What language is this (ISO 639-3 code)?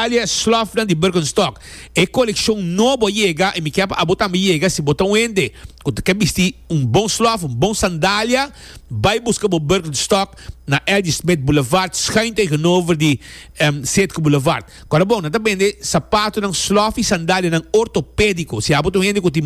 pap